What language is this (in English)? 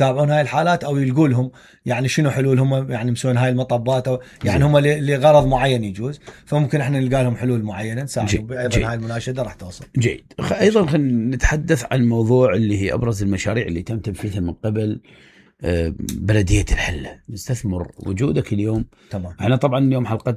Mesopotamian Arabic